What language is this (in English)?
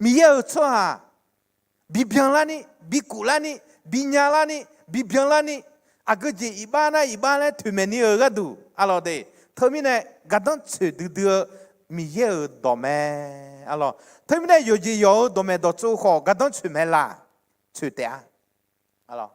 Akha